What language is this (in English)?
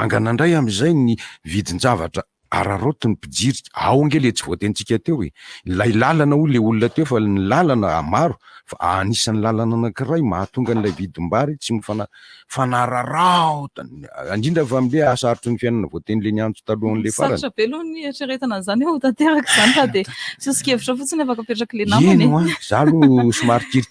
Malagasy